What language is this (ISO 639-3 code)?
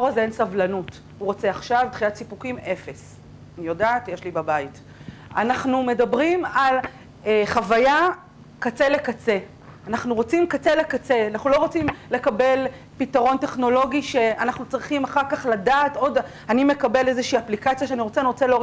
heb